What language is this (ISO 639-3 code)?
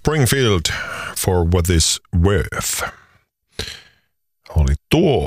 fin